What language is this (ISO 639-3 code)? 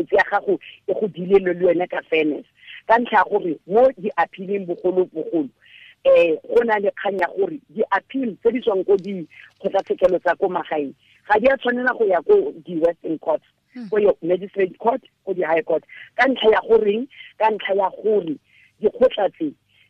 tsn